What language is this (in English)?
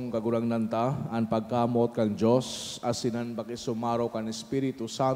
Bikol